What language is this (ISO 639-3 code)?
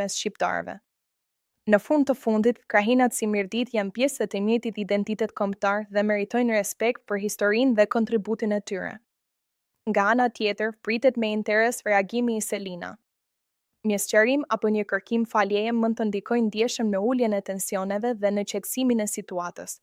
sqi